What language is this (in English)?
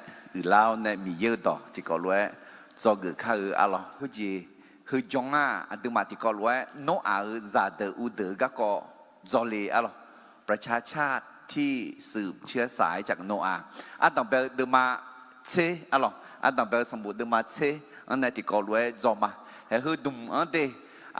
Akha